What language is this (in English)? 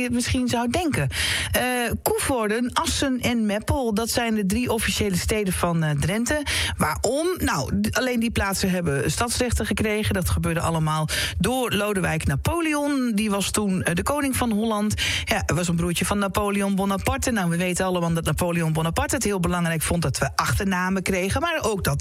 Dutch